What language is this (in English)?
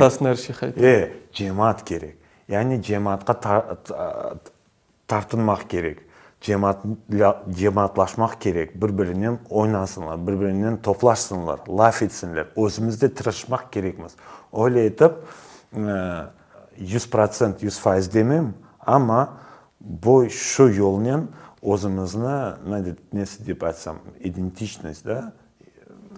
Crimean Tatar